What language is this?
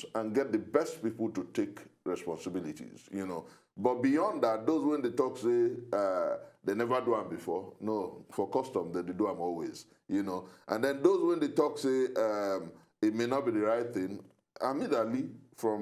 Nigerian Pidgin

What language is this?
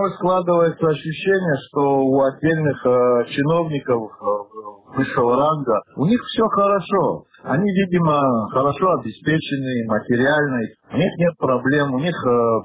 Russian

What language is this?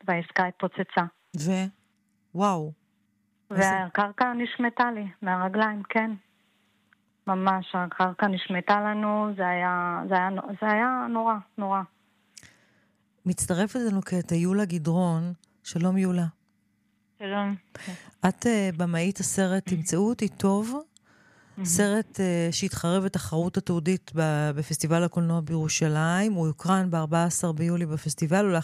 Hebrew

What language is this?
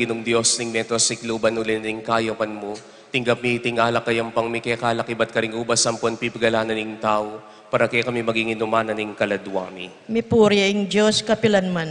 Pampanga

